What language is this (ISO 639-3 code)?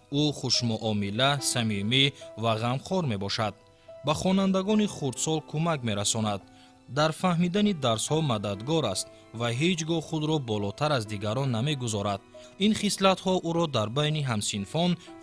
tgk